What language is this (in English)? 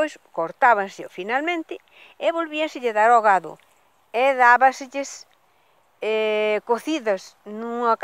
Galician